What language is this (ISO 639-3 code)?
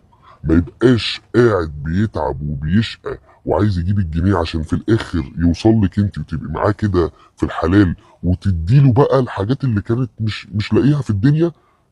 arz